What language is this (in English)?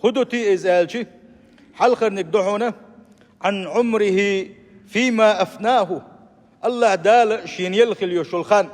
Chechen